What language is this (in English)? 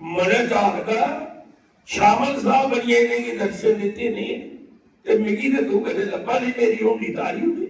Dogri